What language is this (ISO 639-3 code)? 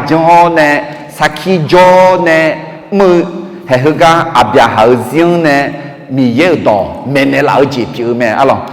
ahk